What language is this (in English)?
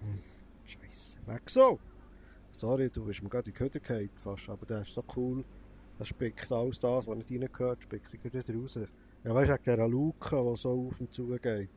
Swiss German